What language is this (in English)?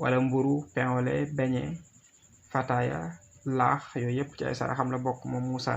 Wolof